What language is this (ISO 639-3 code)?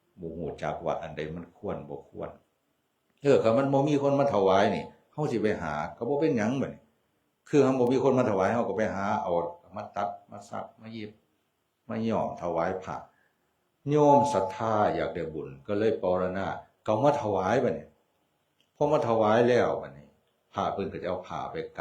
tts